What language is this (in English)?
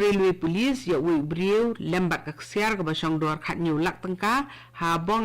Khasi